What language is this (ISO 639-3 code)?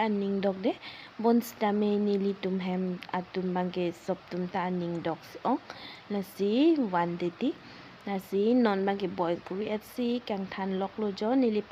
mjw